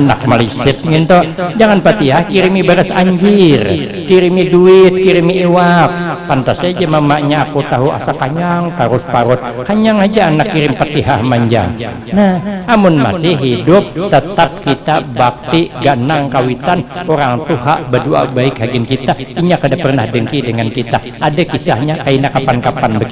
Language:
Banjar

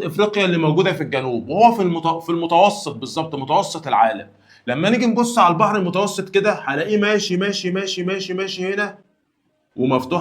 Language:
Egyptian Arabic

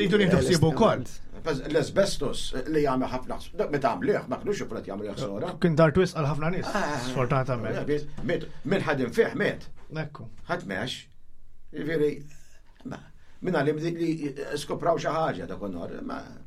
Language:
Maltese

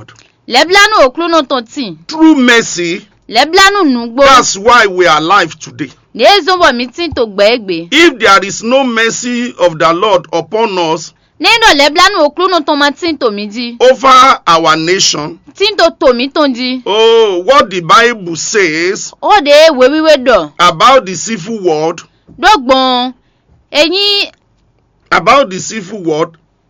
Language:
Fon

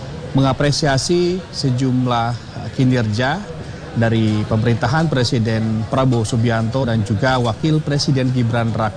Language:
Indonesian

